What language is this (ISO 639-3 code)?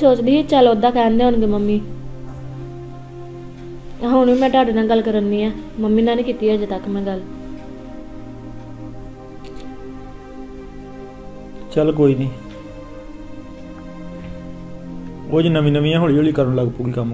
pan